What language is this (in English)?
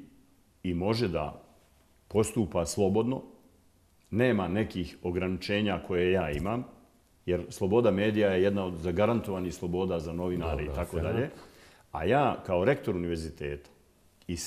Bosnian